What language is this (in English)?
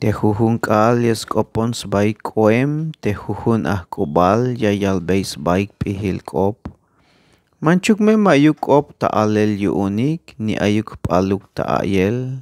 Tzeltal